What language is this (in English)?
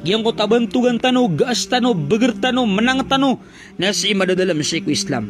Maranao